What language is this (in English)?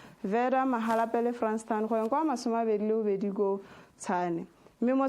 Tswana